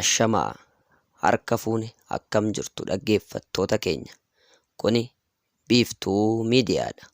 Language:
Oromo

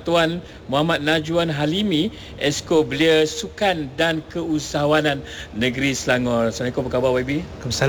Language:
Malay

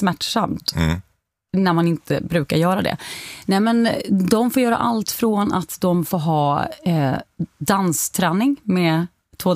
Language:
Swedish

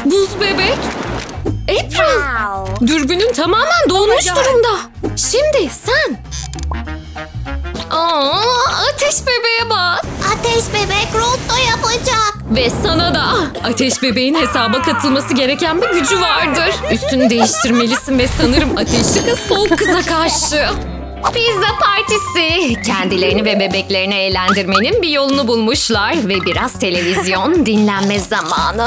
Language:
Turkish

